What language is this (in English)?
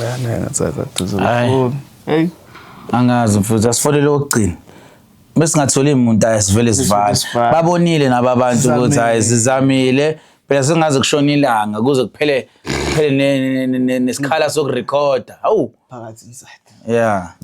Zulu